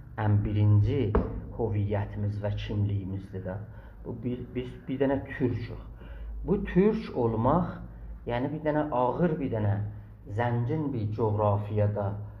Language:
South Azerbaijani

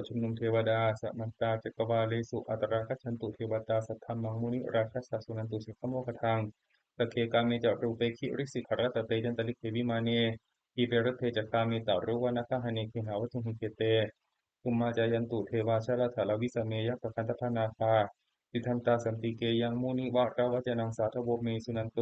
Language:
Pali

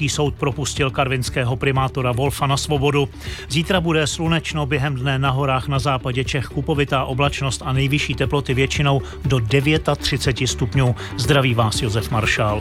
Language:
Czech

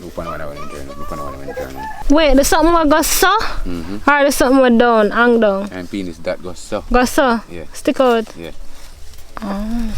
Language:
Jamaican Creole English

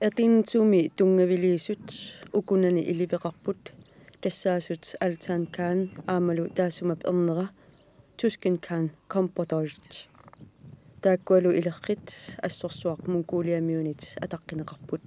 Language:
Kalaallisut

